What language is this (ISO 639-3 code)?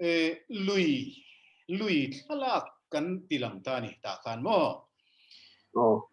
lus